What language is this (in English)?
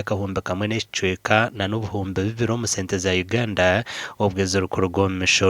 Nyankole